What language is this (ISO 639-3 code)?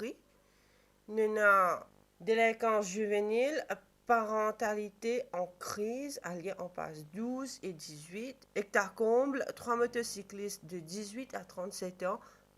mfe